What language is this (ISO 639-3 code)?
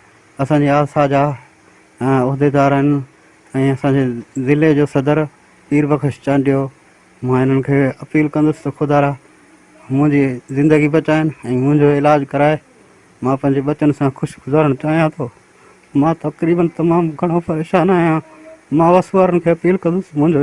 snd